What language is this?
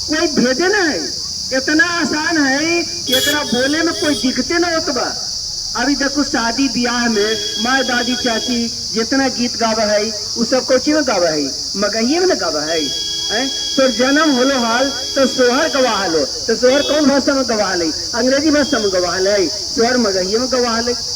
Magahi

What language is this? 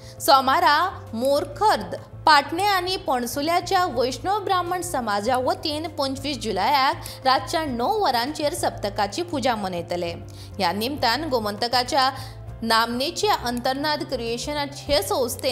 Konkani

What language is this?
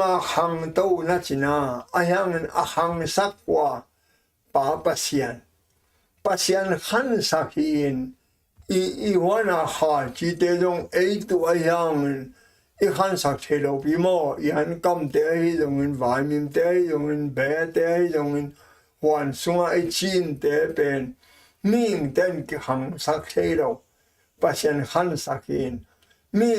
Tedim Chin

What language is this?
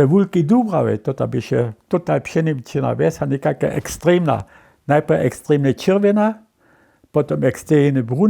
Upper Sorbian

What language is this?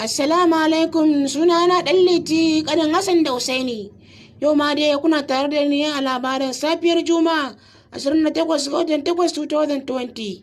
Hausa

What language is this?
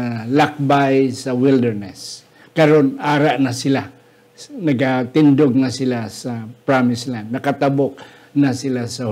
Hiligaynon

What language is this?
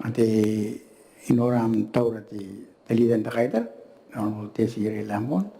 Gilbertese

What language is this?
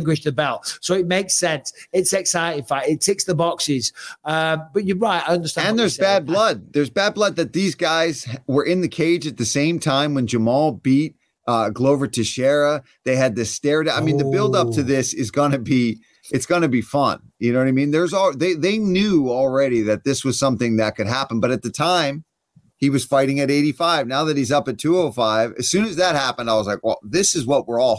English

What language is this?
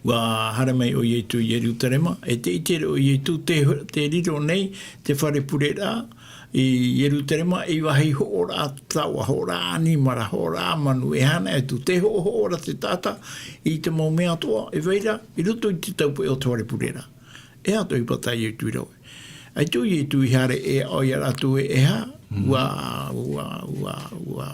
Tahitian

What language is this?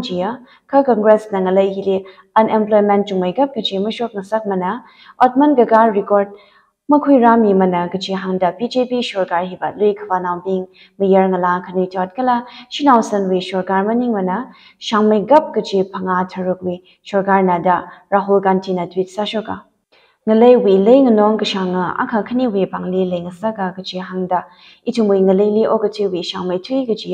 Tangkhul Naga (India)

